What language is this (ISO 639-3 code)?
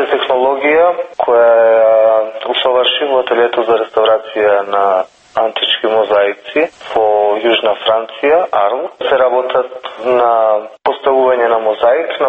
mkd